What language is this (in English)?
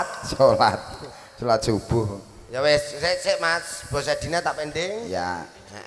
Javanese